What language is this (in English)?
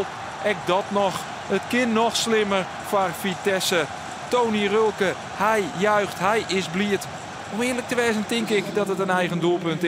Western Frisian